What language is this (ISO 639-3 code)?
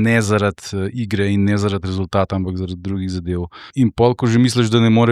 slv